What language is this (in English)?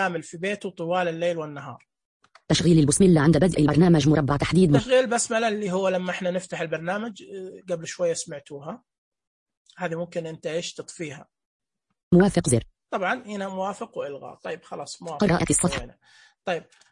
Najdi Arabic